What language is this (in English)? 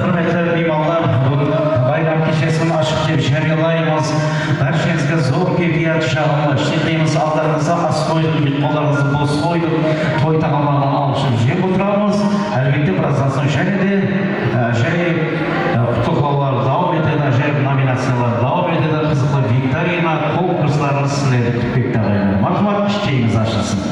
Kara-Kalpak